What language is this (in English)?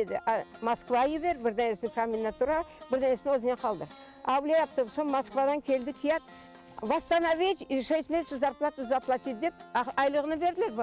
Crimean Tatar